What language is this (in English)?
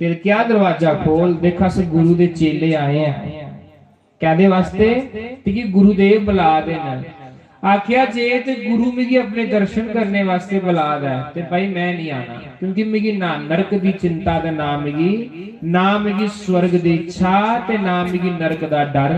Dogri